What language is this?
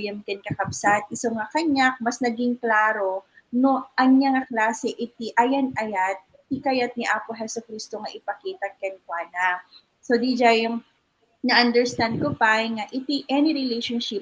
Iloko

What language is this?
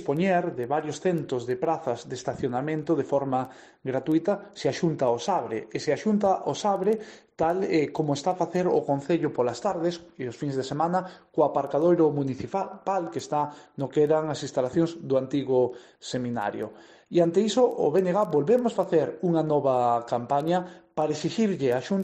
Galician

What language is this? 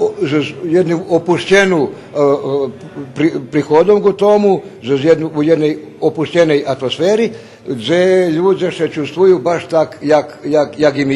Rusyn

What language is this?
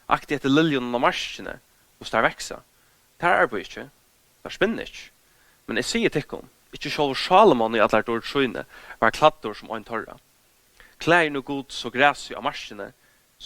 Faroese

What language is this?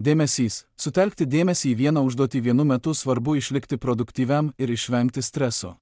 Lithuanian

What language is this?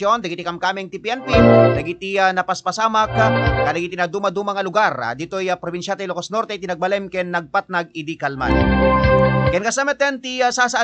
Iloko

